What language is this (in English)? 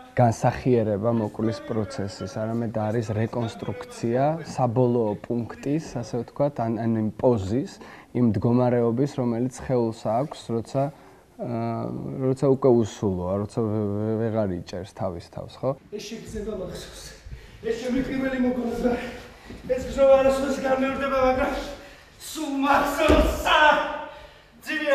Georgian